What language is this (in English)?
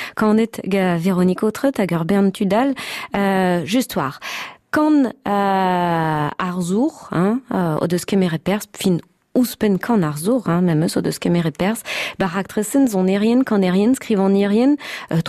Breton